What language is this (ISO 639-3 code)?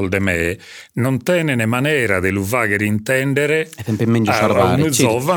srd